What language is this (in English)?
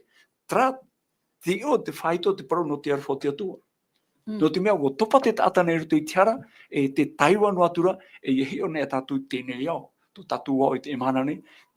Tahitian